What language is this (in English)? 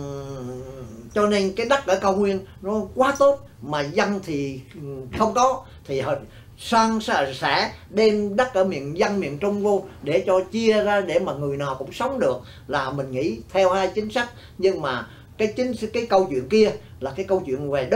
Vietnamese